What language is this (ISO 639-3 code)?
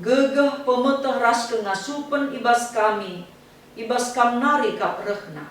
btx